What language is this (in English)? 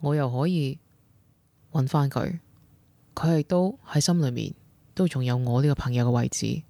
Cantonese